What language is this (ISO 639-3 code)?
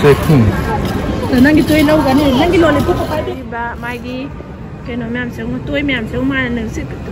mni